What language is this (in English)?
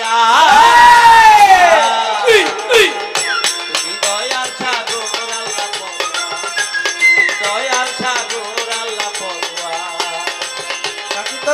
Bangla